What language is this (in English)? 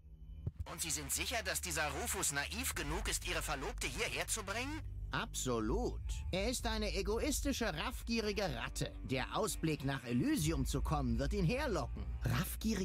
German